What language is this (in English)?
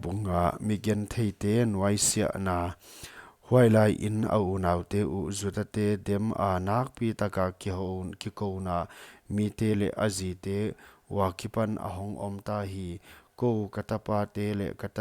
Paite Chin